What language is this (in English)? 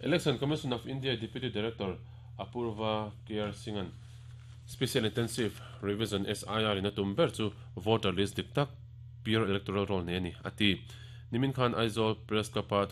Mizo